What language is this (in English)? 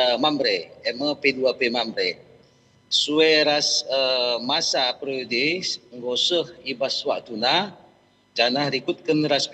Batak Karo